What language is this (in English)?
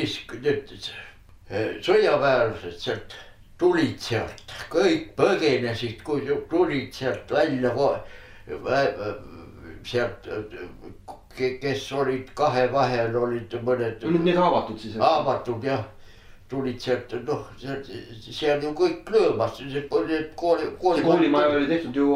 Estonian